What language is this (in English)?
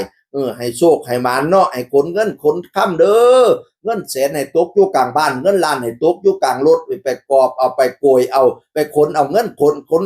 Northeastern Thai